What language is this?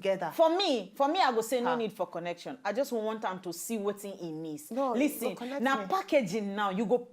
Nigerian Pidgin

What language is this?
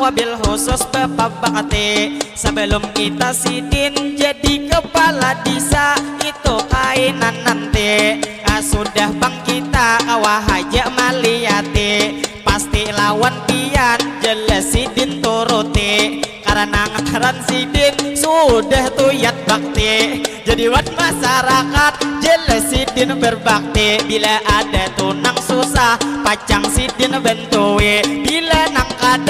Banjar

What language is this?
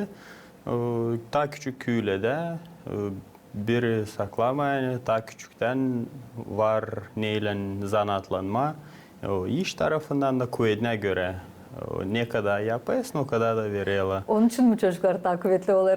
Gagauz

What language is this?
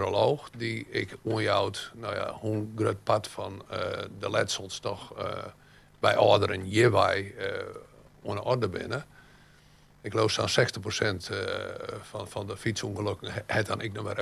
Western Frisian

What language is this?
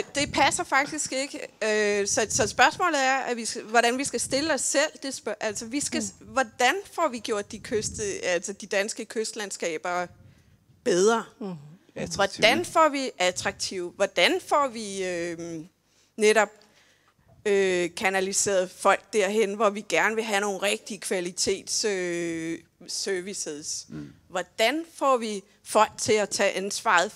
Danish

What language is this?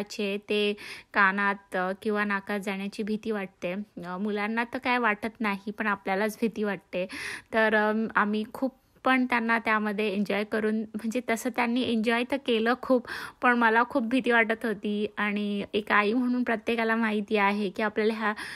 Marathi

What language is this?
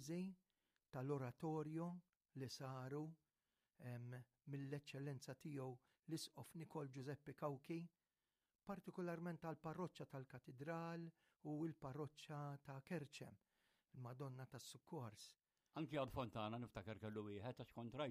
Maltese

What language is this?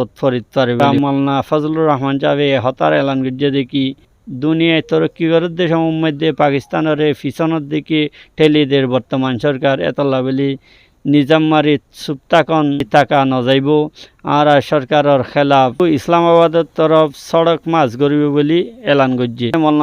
Rohingya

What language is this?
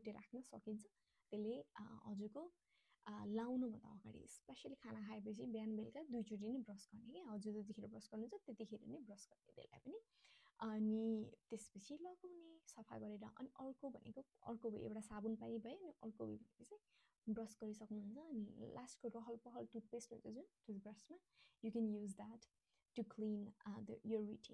Nepali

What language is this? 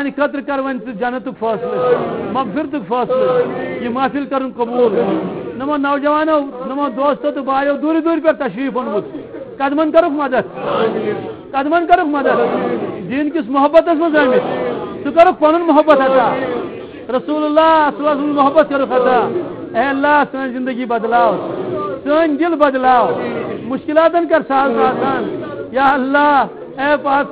Kashmiri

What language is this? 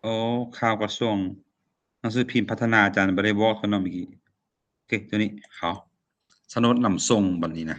Lao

